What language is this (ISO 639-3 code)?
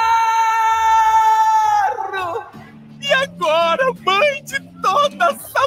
por